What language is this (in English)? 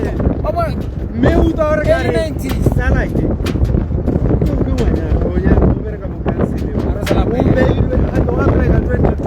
Tswana